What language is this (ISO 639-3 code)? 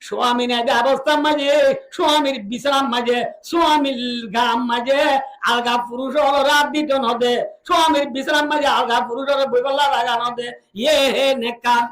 rhg